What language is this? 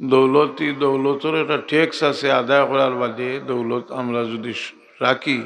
Sylheti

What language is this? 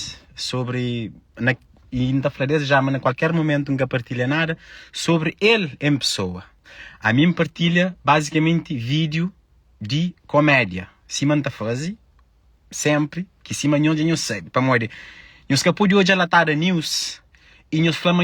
Kabuverdianu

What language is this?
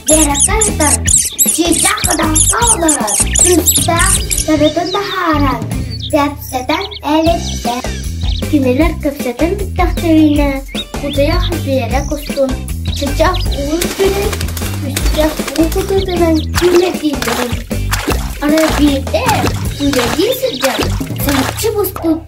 Yakut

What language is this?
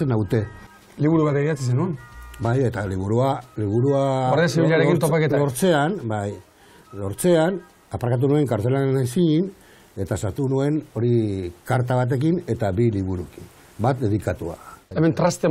Basque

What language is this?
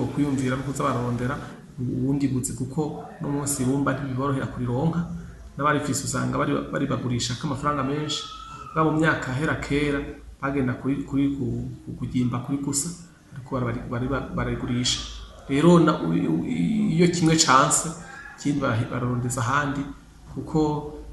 Rundi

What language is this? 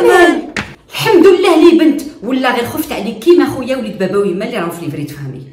Algerian Arabic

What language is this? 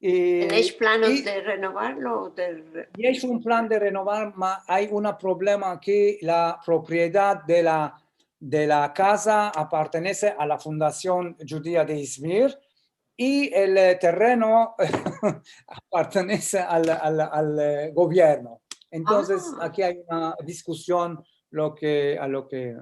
Ladino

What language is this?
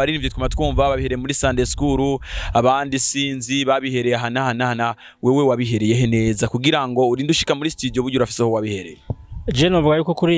Rundi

